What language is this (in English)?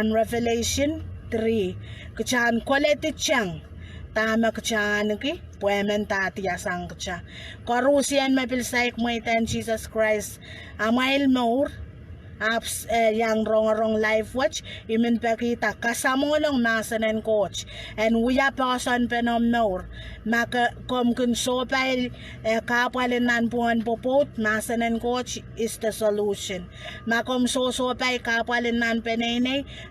Pohnpeian